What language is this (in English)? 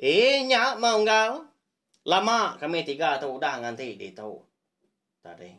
Iban